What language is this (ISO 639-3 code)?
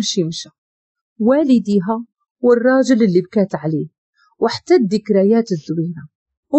ary